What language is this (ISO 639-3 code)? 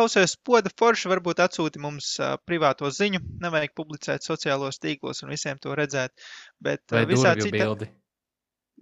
lav